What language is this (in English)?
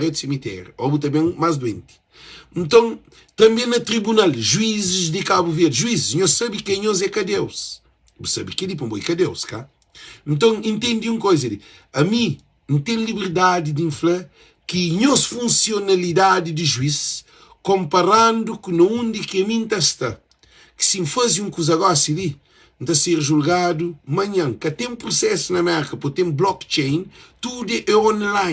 Kabuverdianu